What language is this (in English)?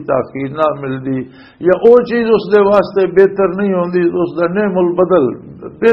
Western Panjabi